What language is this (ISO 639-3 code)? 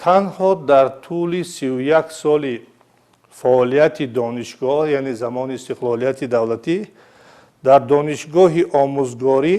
tgk